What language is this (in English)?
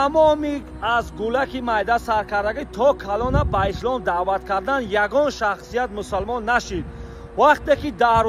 Tajik